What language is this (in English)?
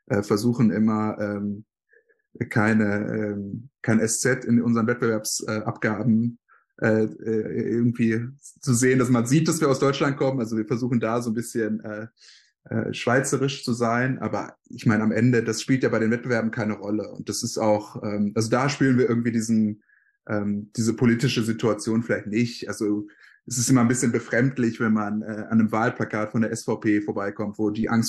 German